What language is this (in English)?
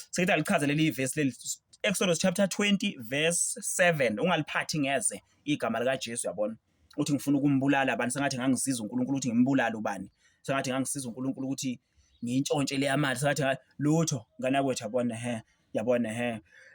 Zulu